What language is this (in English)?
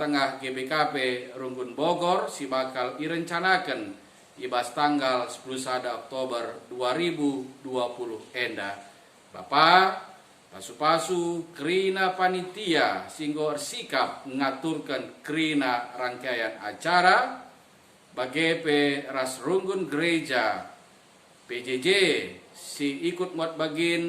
Batak Karo